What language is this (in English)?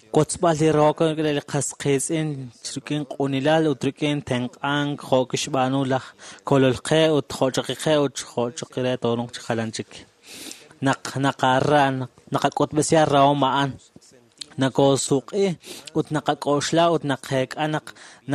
Kekchí